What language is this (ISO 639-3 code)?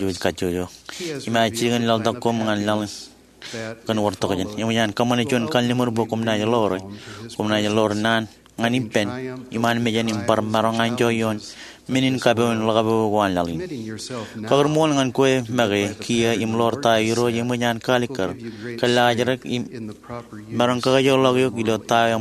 mah